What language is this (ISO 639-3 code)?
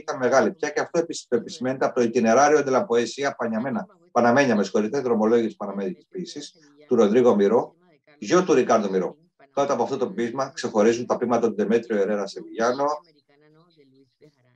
ell